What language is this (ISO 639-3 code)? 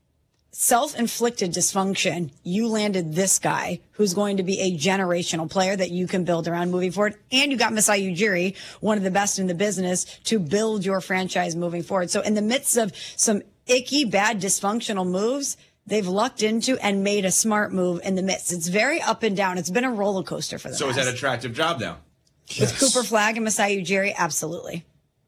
eng